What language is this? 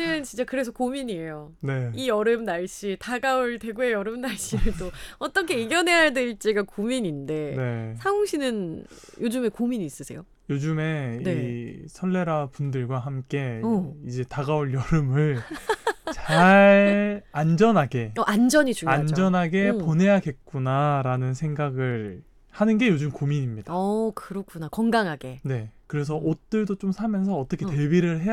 Korean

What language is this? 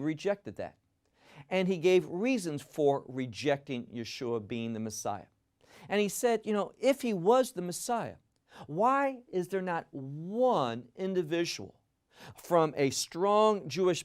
English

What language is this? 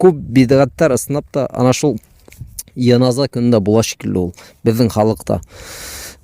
Bashkir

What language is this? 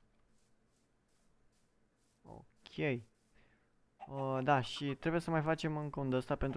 Romanian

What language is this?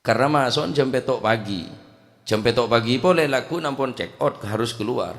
Madurese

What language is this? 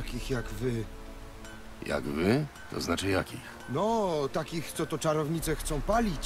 Polish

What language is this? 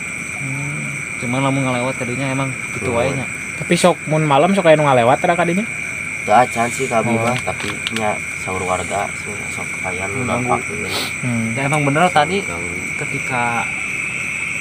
Indonesian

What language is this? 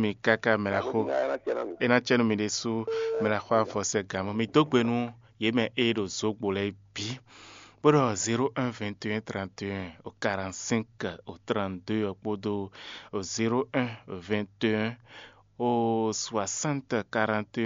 Fon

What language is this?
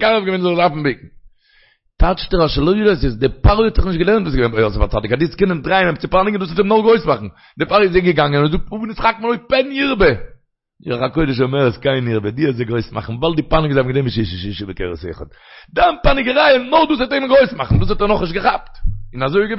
Yiddish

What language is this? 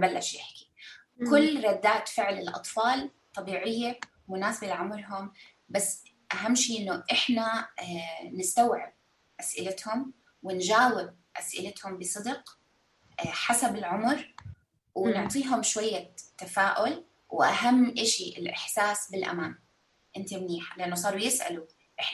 North Levantine Arabic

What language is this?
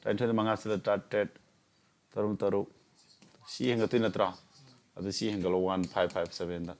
Manipuri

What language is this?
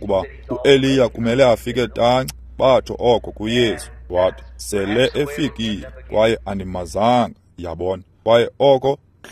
Xhosa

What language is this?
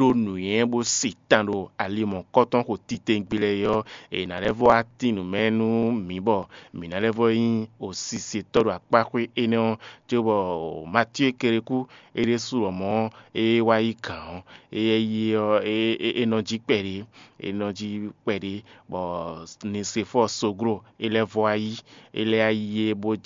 Fon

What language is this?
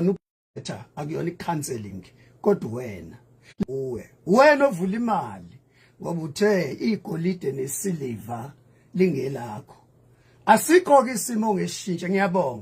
Zulu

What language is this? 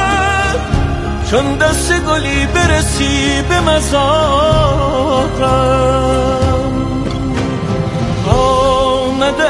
Persian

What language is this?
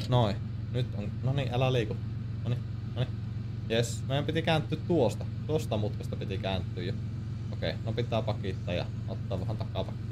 Finnish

